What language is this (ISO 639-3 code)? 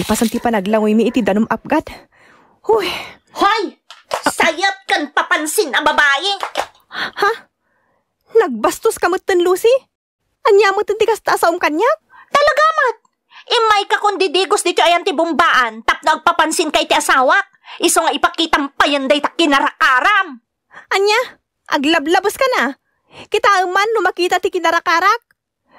ilo